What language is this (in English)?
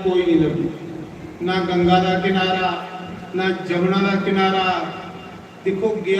Dogri